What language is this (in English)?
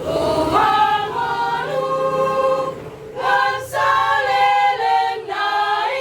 Batak Toba